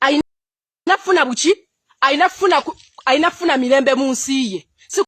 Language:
Ganda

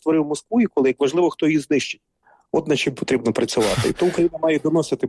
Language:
Ukrainian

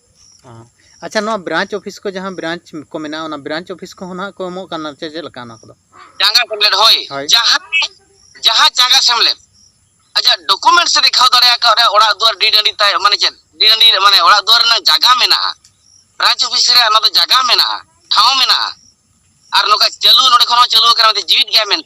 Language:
Santali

